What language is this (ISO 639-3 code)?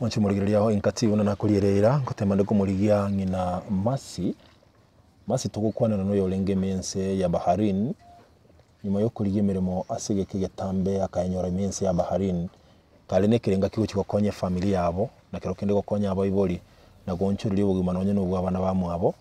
guz